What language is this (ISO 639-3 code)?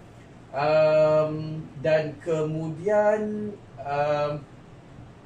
msa